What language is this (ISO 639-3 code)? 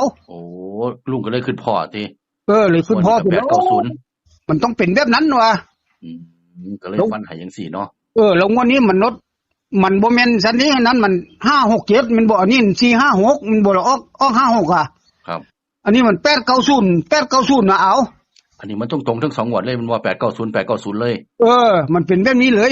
tts